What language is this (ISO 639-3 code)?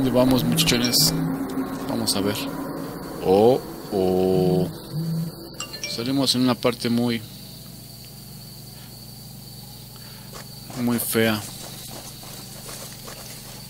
spa